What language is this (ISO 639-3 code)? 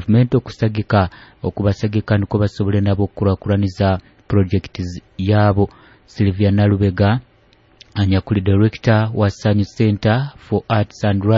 nyo